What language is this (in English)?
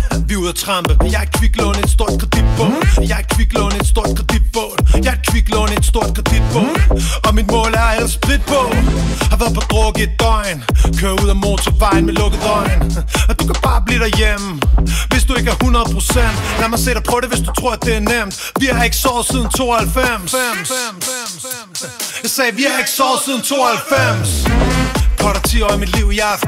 Danish